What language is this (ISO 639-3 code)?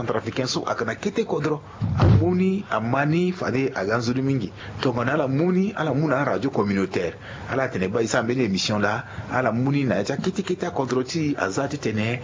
sag